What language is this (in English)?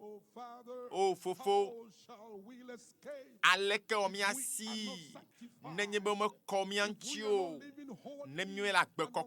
Ewe